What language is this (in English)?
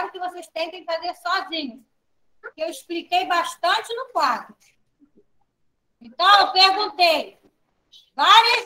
Portuguese